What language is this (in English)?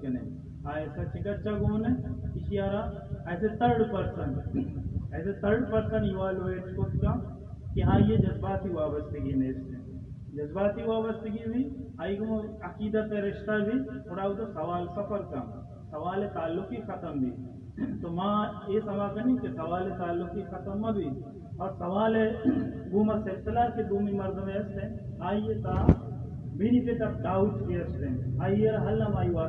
Baluchi